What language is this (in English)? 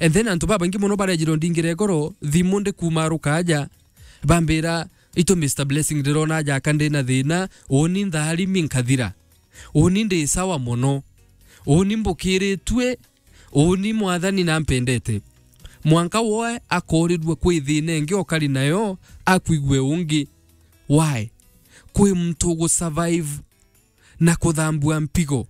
Meru